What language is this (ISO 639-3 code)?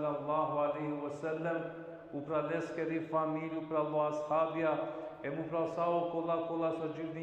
rmn